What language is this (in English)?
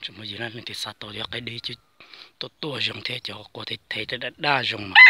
Hmong